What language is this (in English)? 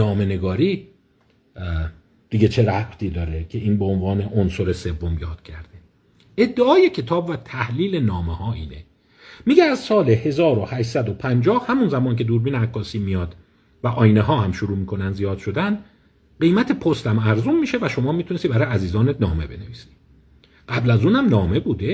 Persian